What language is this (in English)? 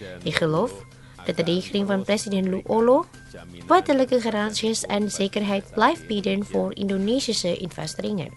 Dutch